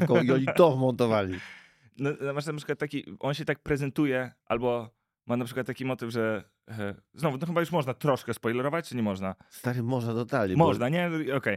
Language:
Polish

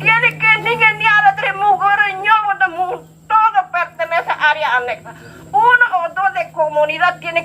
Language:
Ngäbere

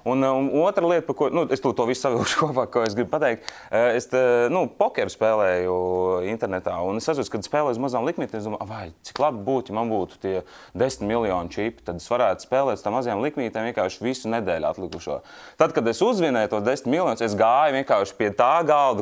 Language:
Latvian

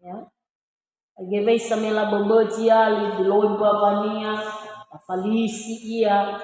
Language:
Nias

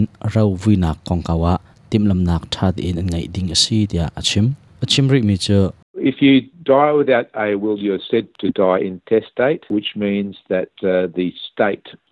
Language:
Hakha Chin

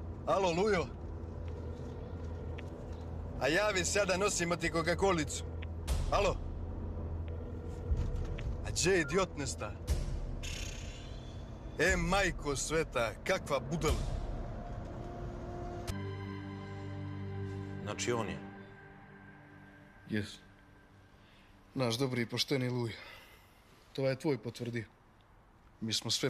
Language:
Croatian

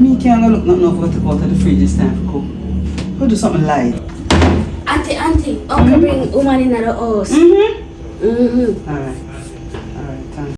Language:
Jamaican Creole English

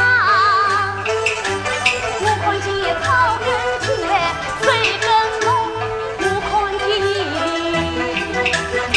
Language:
Chinese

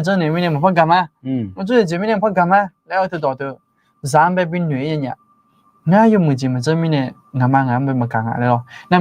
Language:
Akha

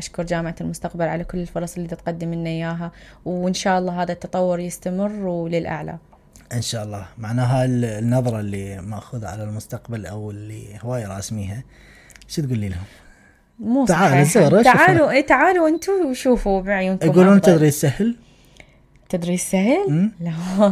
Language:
Mesopotamian Arabic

